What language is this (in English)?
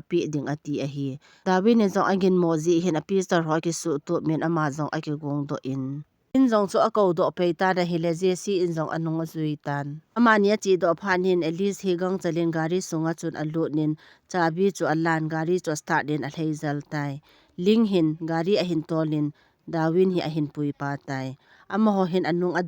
Thado Chin